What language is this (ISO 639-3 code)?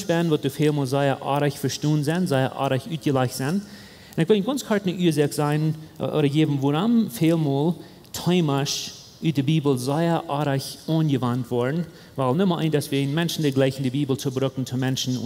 pdt